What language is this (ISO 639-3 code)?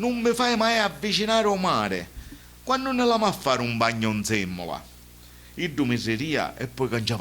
scn